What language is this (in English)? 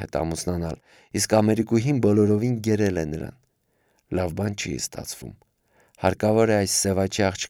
Armenian